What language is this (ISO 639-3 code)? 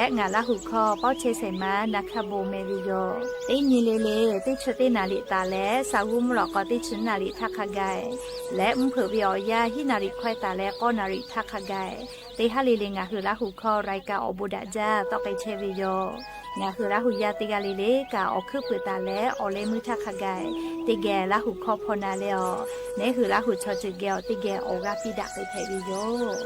lhu